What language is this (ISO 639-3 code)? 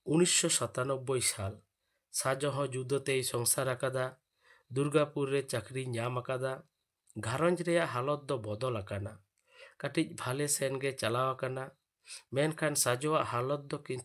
sat